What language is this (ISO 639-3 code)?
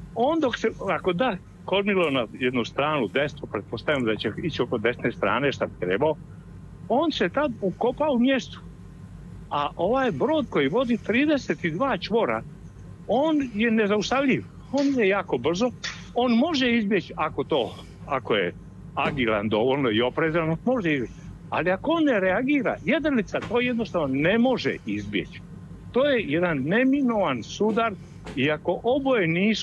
hrv